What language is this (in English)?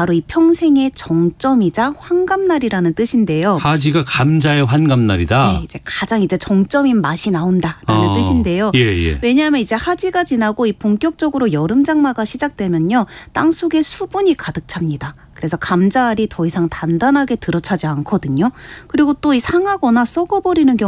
Korean